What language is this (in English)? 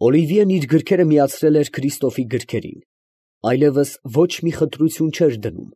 Armenian